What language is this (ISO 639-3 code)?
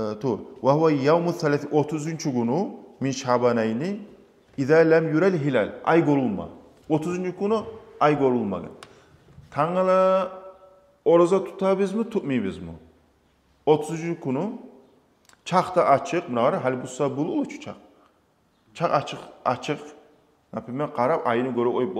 kum